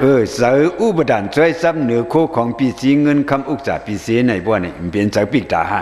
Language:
Shan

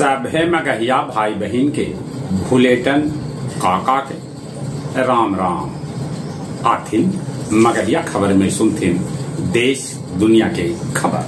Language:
Magahi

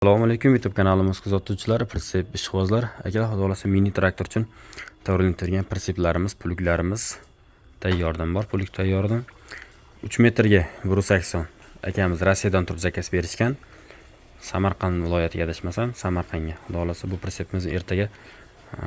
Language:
Uzbek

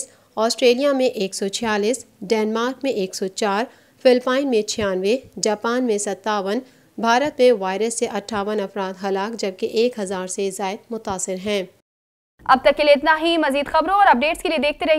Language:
Urdu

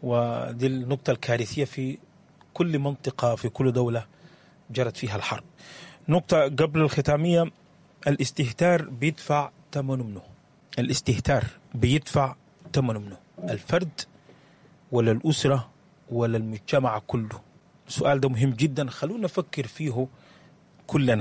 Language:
Sudanese Arabic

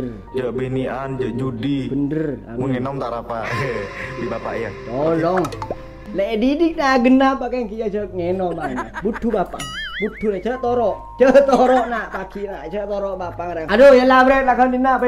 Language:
Madurese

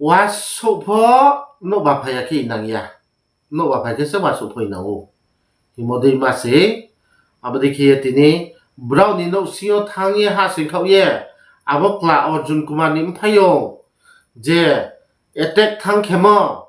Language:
Riang (India)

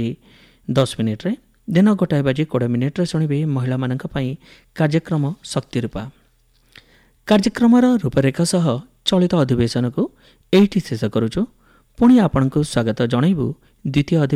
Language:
Odia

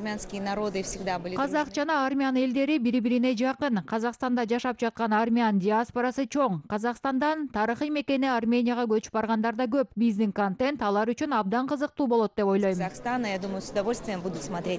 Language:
Kyrgyz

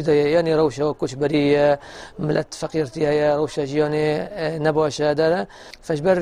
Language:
Kurdish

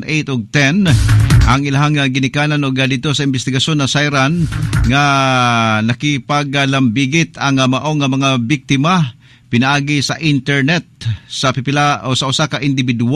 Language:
Cebuano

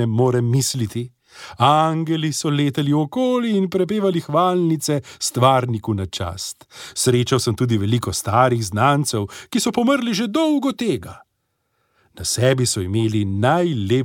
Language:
Slovenian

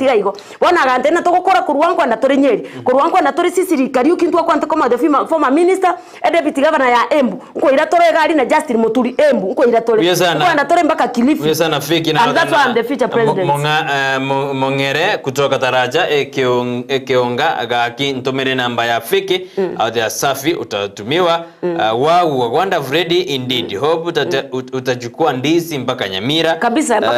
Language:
Gusii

